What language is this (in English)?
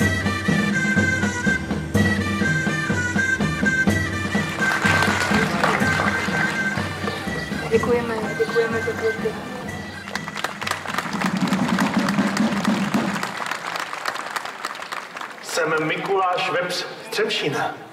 Czech